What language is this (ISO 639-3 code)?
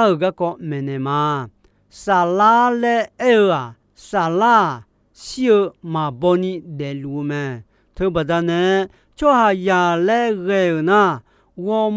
ahk